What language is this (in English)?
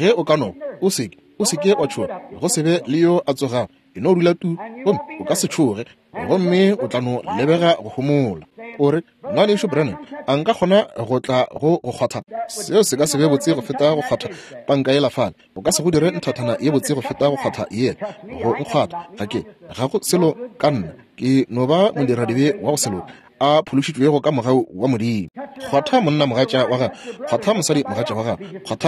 Northern Sotho